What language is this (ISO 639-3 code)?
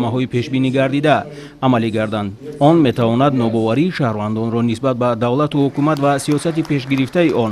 tgk